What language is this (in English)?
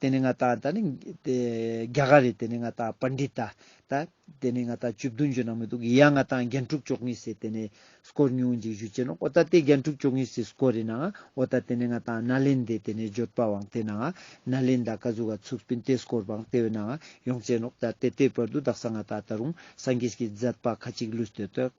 Ladakhi